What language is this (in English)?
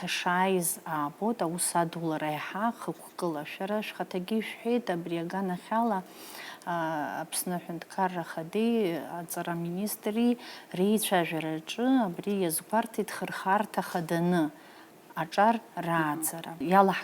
Abkhazian